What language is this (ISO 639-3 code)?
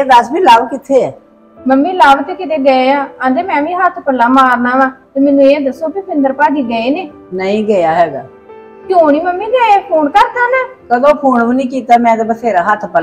pan